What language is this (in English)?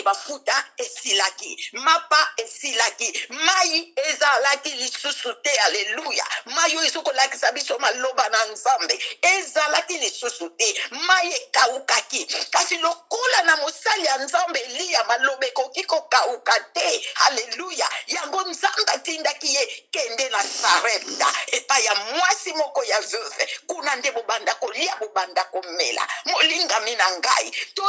Lingala